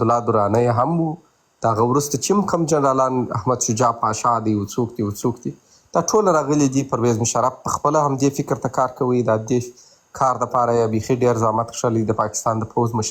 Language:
Pashto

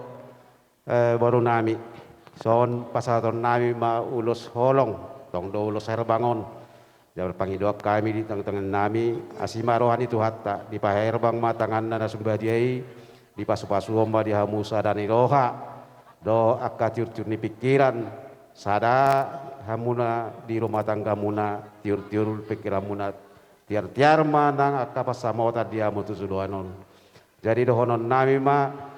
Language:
Batak Toba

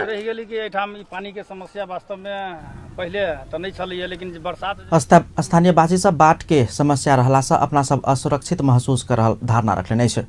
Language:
Maithili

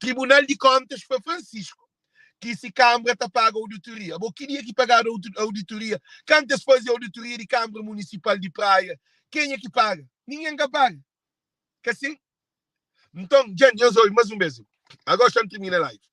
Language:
Kabuverdianu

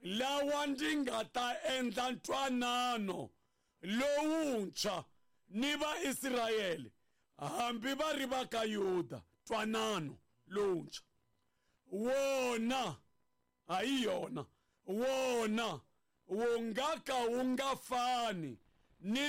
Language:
Tsonga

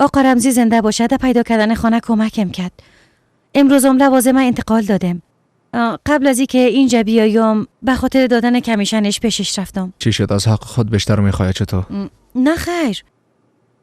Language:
Persian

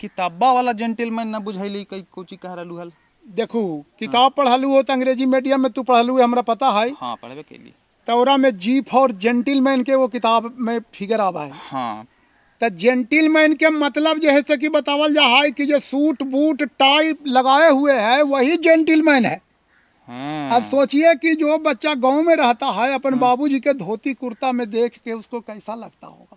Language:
Magahi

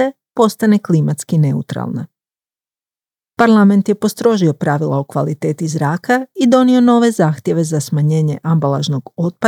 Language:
Croatian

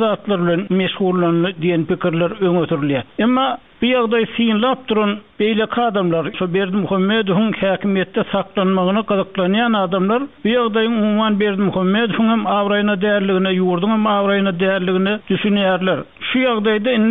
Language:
Turkmen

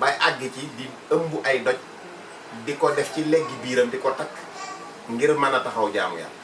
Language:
Wolof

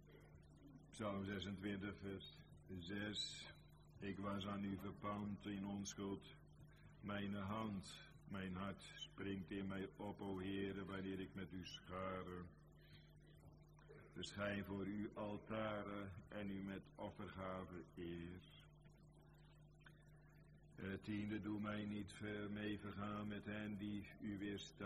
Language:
Dutch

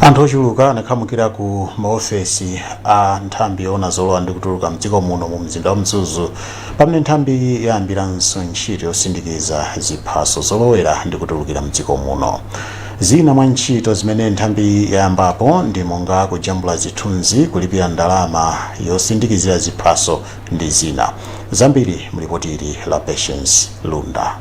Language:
Nyanja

